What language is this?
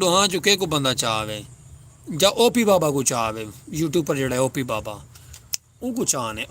Saraiki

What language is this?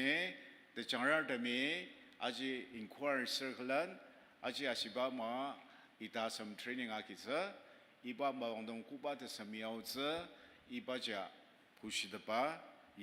Ao Naga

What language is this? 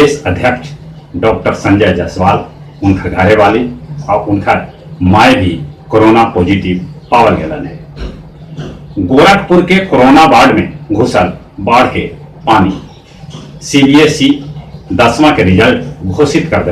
Magahi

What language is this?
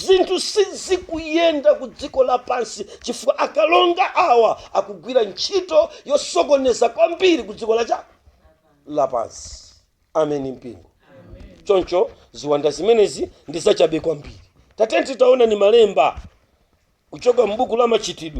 Nyanja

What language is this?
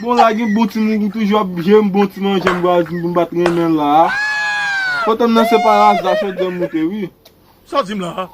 Haitian Creole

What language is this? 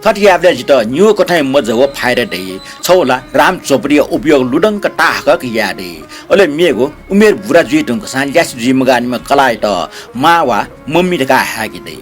Newari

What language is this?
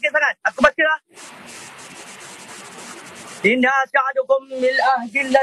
Malay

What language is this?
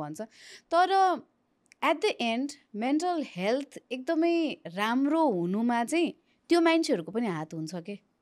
Nepali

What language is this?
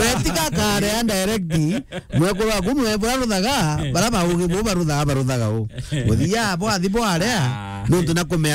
Meru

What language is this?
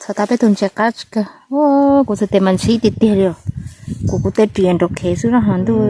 Hmong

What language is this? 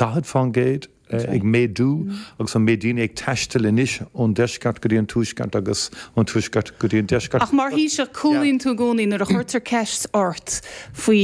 Irish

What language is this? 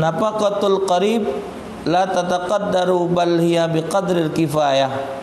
Musi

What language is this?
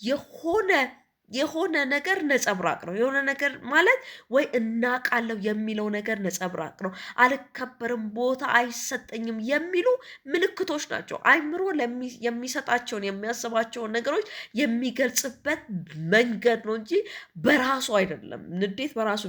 Amharic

